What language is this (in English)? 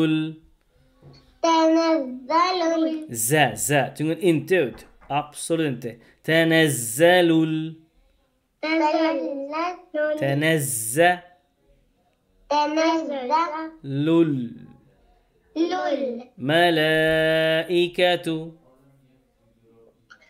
Arabic